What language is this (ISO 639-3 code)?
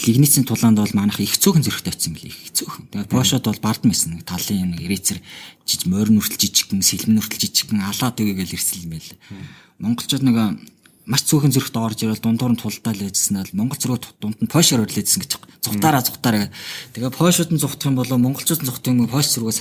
mon